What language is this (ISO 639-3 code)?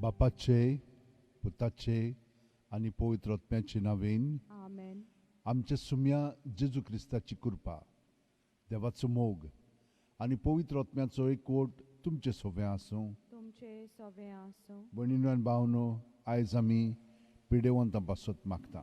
kok